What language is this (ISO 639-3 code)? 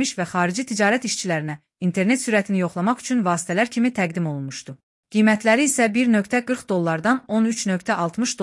aze